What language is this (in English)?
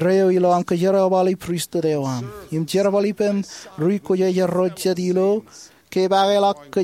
Marshallese